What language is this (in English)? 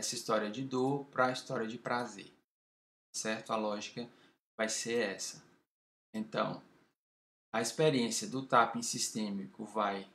Portuguese